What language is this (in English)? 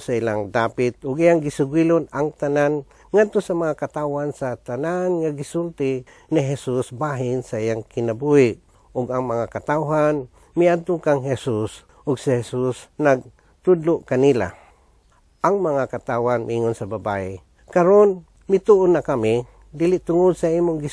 Cebuano